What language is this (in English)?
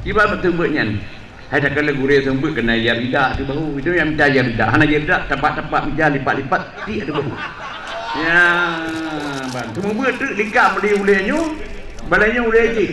Achinese